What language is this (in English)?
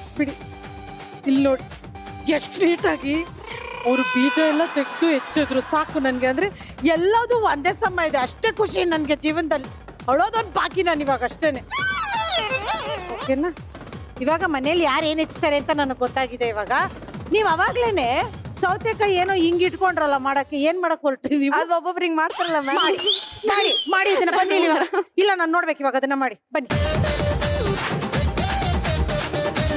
Kannada